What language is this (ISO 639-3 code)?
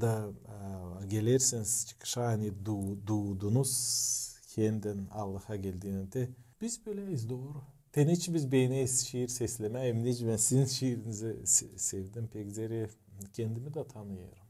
gag